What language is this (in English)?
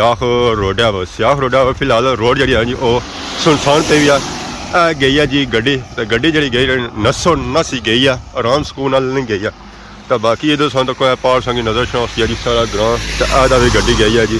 Pahari-Potwari